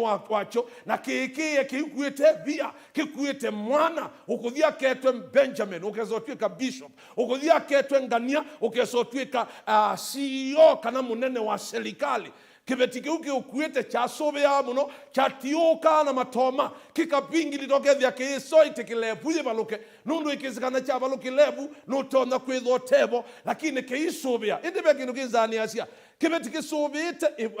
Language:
Kamba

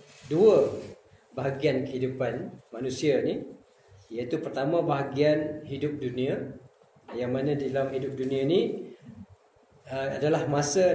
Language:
Malay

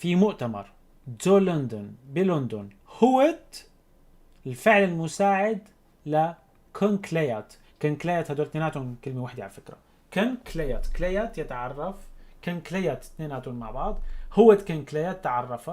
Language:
North Levantine Arabic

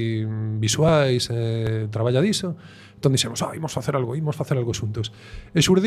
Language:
Galician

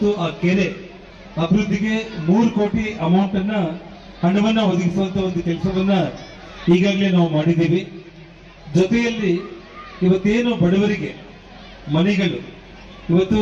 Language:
Kannada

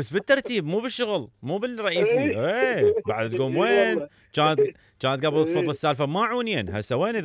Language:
Mesopotamian Arabic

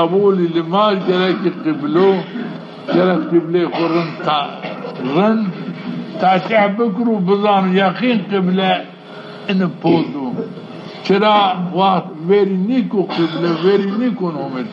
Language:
Zaza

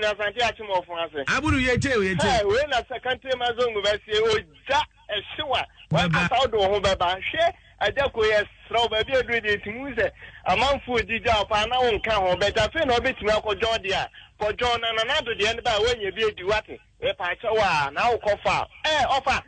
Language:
Akan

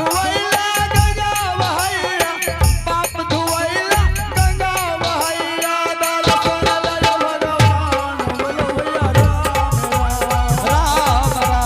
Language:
Angika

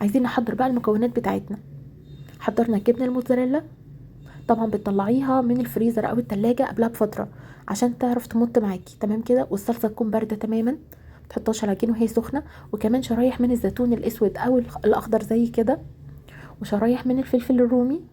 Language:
Egyptian Arabic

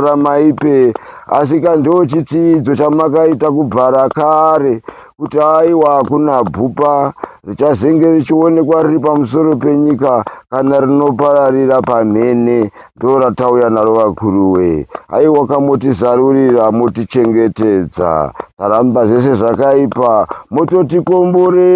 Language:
Shona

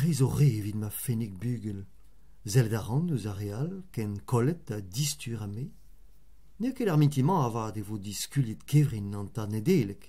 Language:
Breton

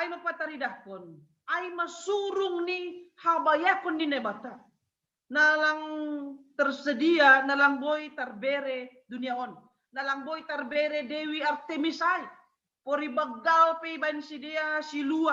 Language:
Batak Simalungun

